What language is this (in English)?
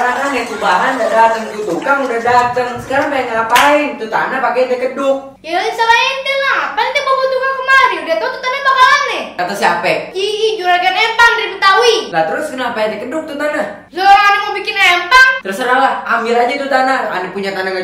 Betawi